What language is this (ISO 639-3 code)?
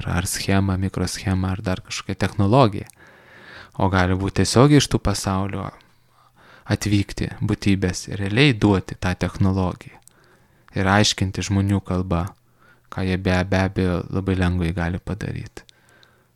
lit